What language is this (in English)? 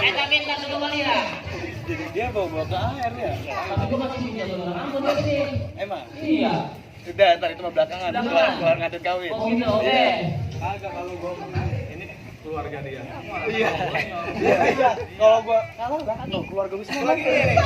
Betawi